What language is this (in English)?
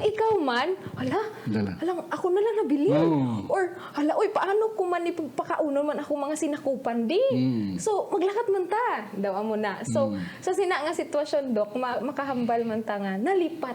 Hiligaynon